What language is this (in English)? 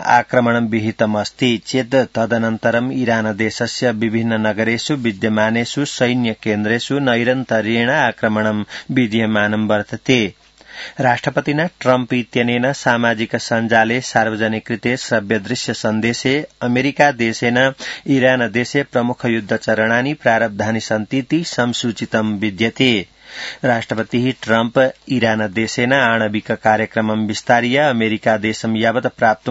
Sanskrit